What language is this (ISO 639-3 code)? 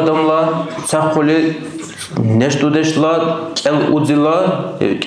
dar